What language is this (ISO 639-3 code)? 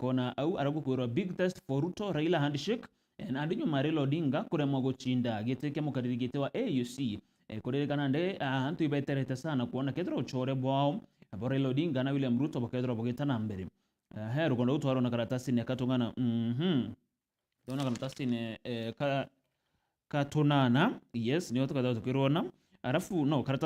mer